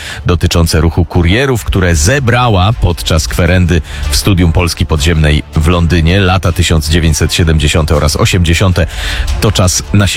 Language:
Polish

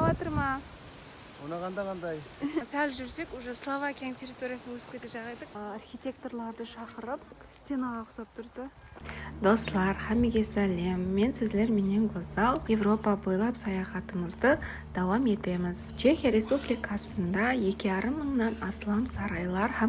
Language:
Kara-Kalpak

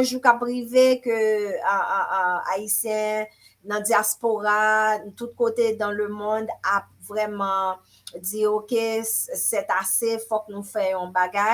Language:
Haitian Creole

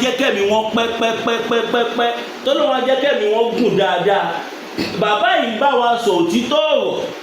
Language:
Yoruba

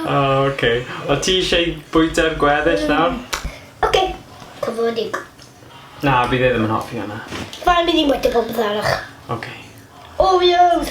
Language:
Welsh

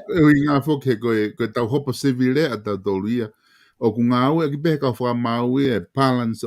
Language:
Tongan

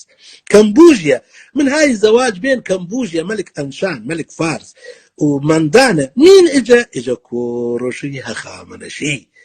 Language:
North Levantine Arabic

